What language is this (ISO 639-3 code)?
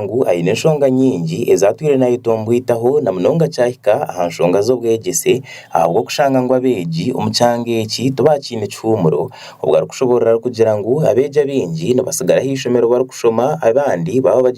nyn